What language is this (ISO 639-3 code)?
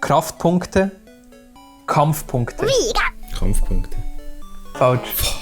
gsw